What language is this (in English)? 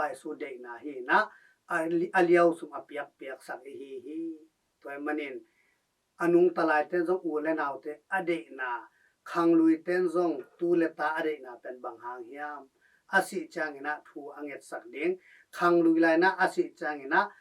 Tedim Chin